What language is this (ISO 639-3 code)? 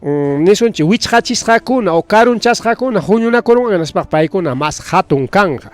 quy